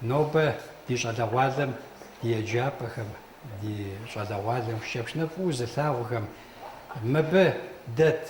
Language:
Kabardian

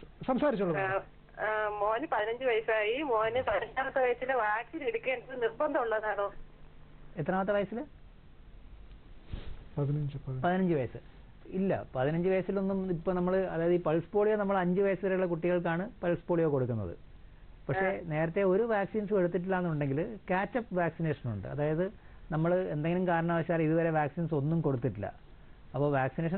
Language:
Malayalam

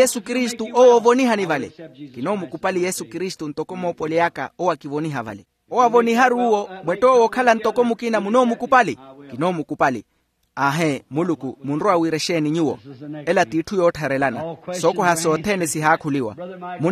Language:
Makhuwa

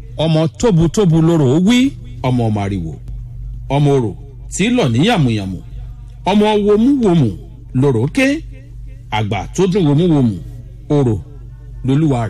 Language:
Yoruba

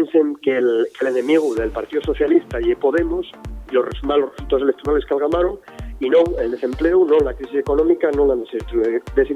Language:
Asturian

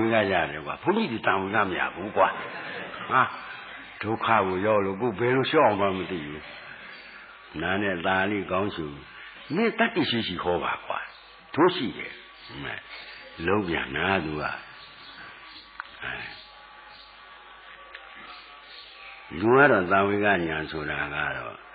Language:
Burmese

